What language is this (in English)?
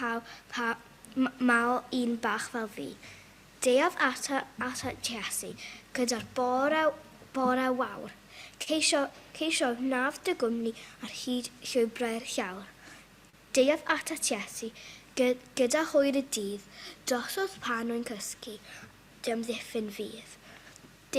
Welsh